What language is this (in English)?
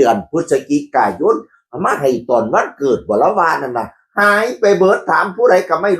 Northeastern Thai